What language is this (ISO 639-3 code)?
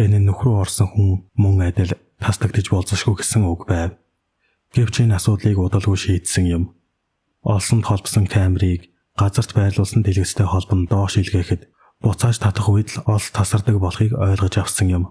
mon